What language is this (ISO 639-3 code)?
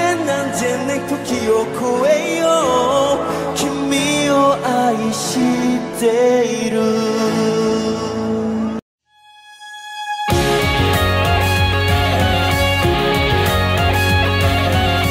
jpn